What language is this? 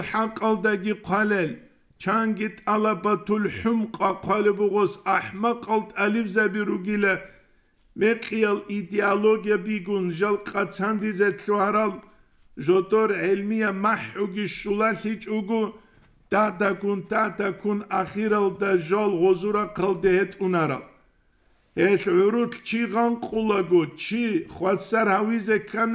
Avaric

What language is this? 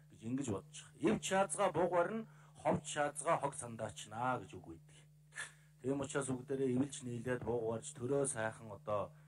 Mongolian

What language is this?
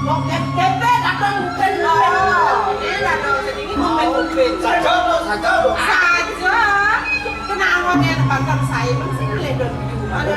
Balinese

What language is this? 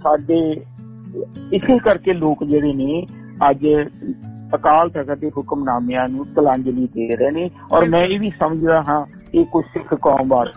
Punjabi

